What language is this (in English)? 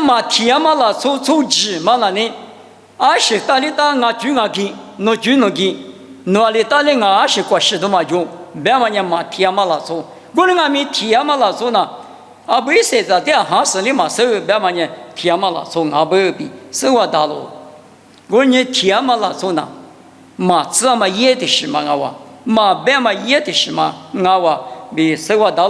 Lisu